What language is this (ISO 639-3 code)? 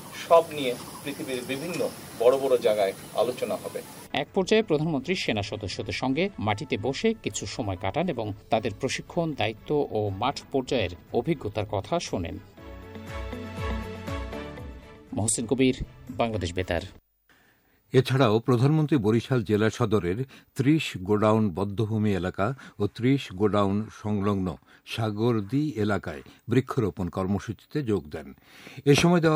ben